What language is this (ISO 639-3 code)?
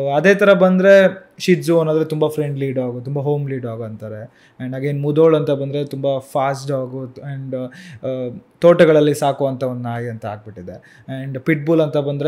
kan